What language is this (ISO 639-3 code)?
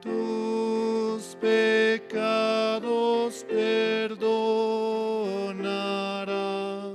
quh